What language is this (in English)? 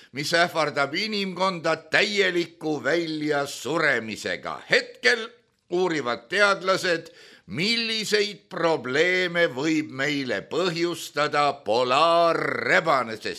Estonian